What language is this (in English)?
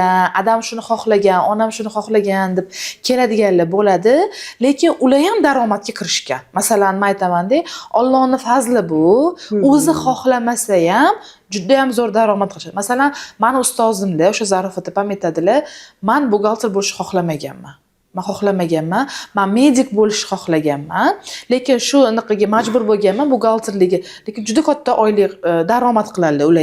Uzbek